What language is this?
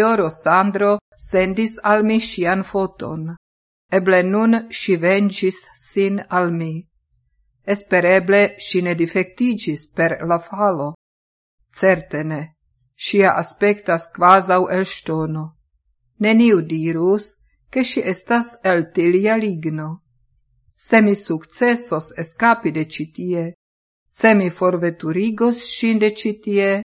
Esperanto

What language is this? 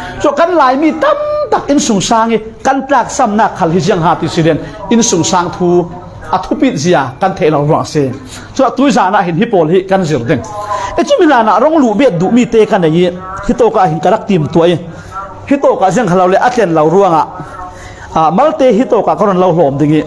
Falam Chin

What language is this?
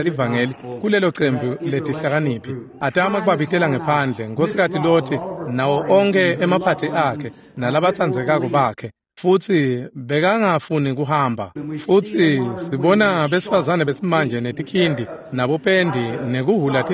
Swati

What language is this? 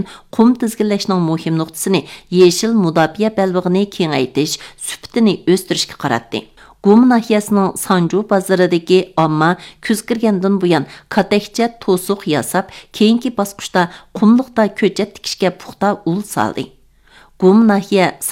Uyghur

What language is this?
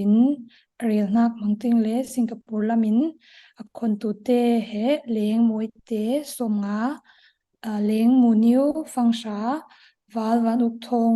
Falam Chin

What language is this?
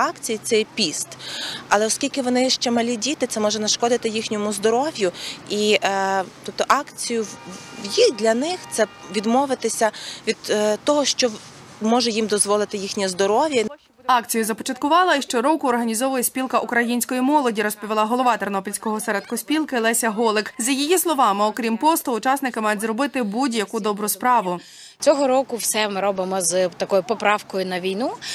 Ukrainian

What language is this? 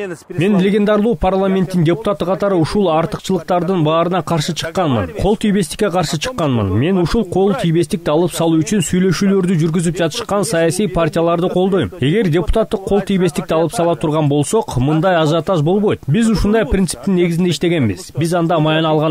Kyrgyz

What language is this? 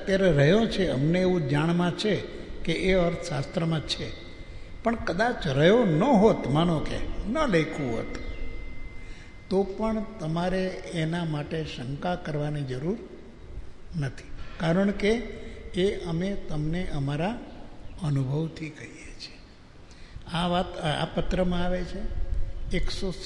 Gujarati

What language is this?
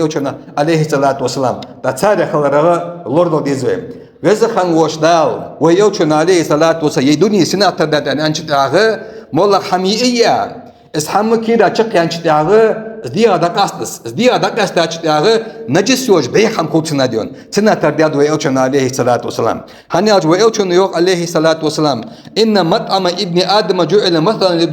Ingush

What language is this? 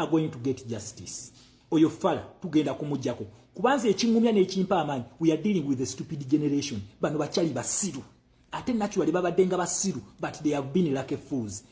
Ganda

